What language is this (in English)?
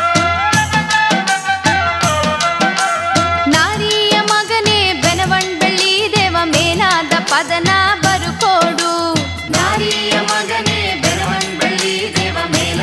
Kannada